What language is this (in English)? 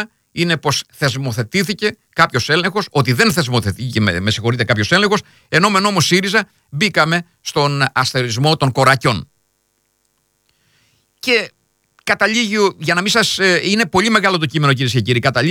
Greek